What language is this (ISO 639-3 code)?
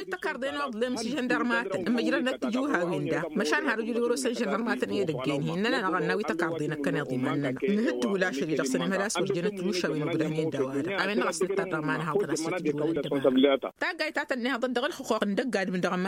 taq